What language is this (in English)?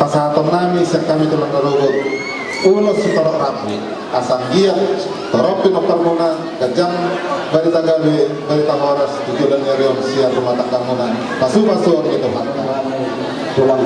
Batak Toba